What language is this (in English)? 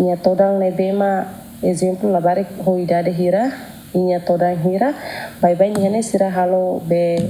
Tetum